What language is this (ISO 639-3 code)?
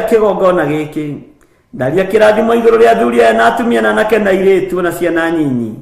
kik